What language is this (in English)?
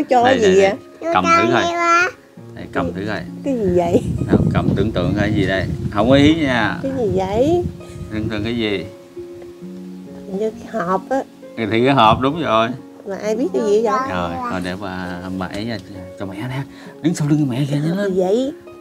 Vietnamese